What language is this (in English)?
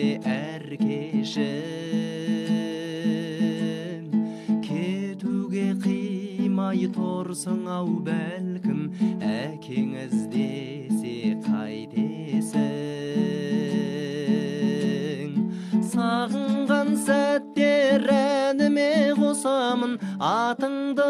Kazakh